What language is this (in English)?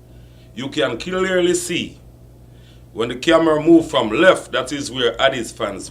Jamaican Creole English